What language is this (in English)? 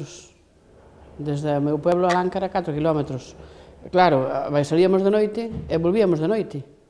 Galician